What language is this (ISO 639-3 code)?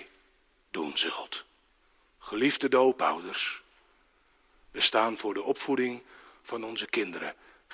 nld